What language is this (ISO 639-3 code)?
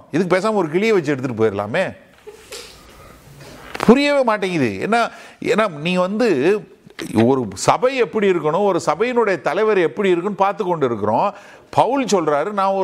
tam